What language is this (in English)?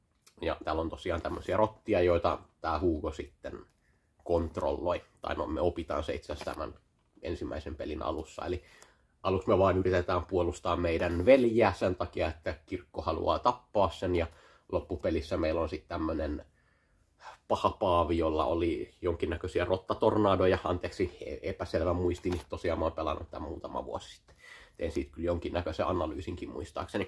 Finnish